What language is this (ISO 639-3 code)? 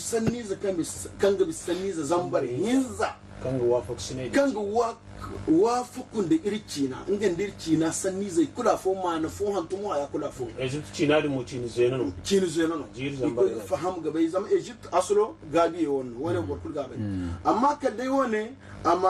dje